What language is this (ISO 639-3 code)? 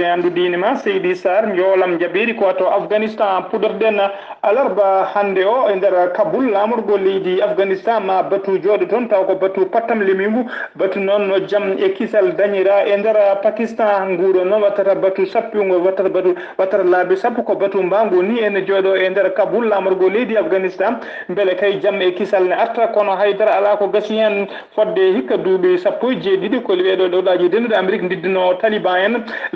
ful